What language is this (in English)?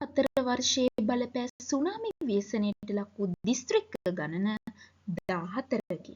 Sinhala